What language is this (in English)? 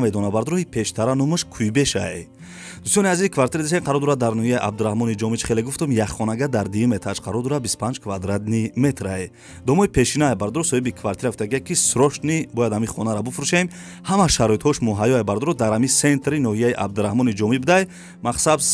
Tajik